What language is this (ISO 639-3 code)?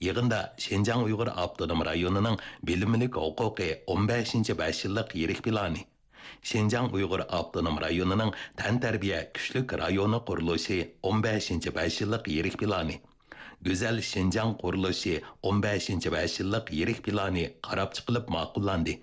uig